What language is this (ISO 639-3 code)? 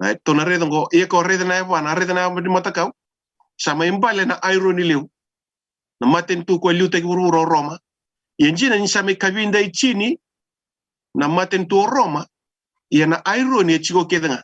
fij